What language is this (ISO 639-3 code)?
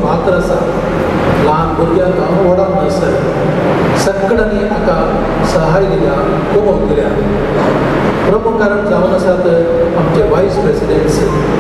kok